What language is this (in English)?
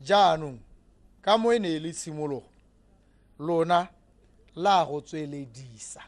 Tswana